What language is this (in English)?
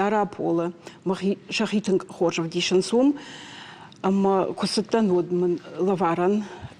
Ossetic